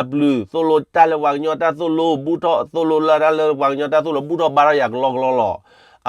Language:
S'gaw Karen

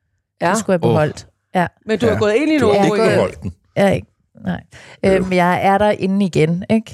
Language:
Danish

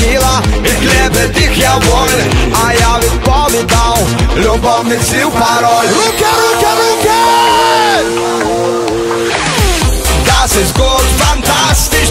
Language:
Ukrainian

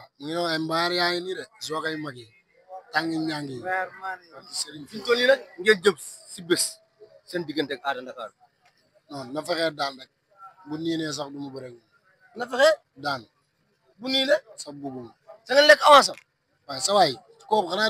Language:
Wolof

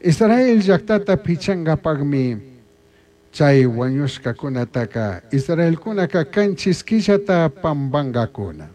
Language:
Chimborazo Highland Quichua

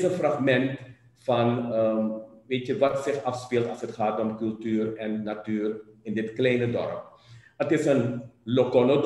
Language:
Dutch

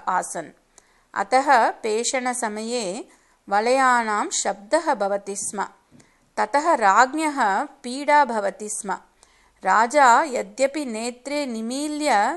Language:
Sanskrit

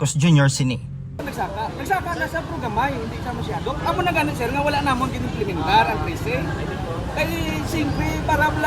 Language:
Hiligaynon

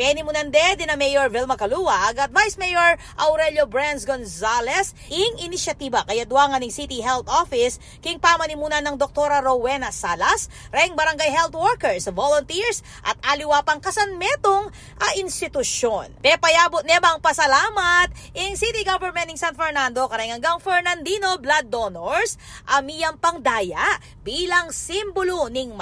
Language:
Pampanga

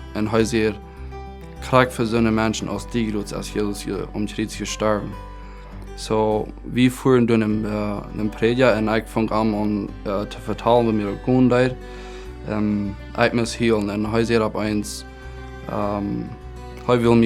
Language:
Plautdietsch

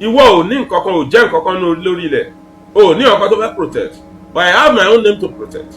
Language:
Yoruba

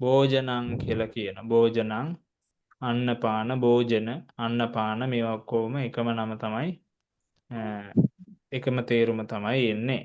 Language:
Sinhala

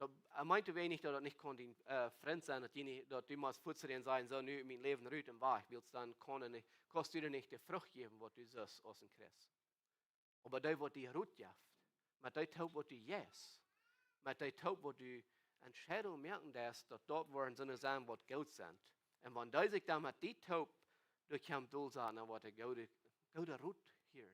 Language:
Plautdietsch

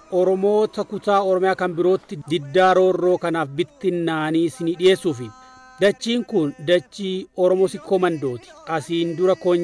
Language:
Oromo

